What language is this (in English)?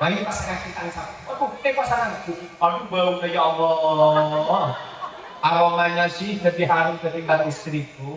Madurese